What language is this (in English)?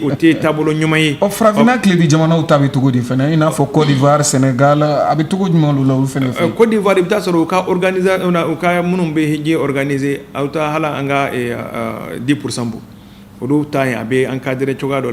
Bambara